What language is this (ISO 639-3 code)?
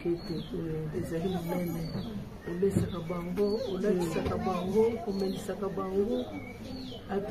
lin